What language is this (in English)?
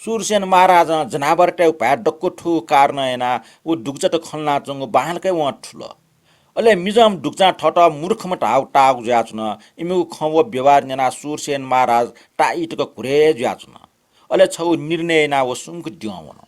Newari